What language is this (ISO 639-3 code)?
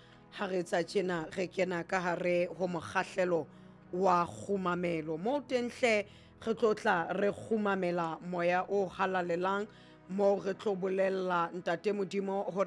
sot